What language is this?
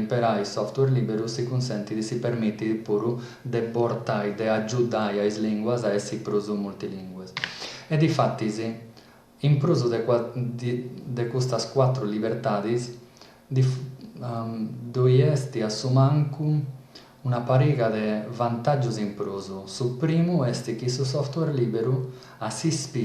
Sardinian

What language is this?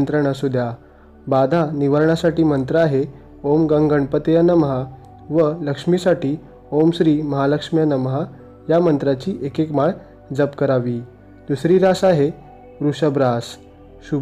Marathi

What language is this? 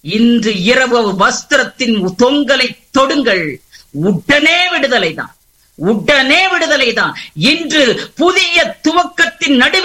Tamil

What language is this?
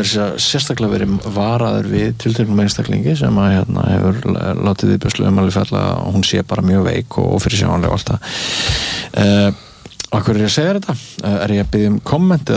Icelandic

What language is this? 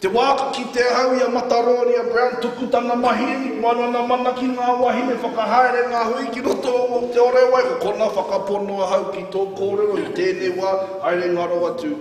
Māori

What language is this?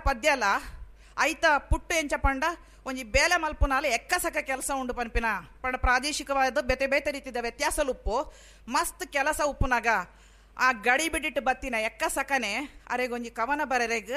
Tulu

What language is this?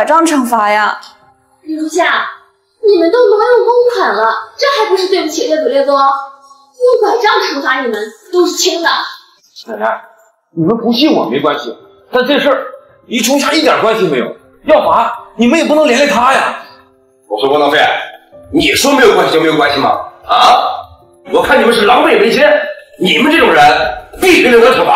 Chinese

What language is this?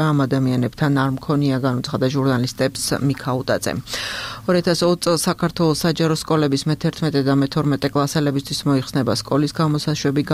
Georgian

